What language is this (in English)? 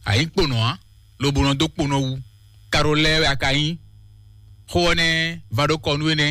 Fon